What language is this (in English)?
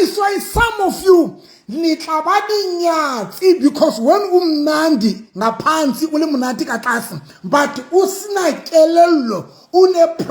Southern Sotho